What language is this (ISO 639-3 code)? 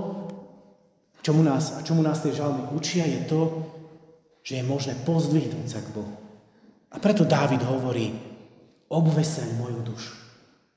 slk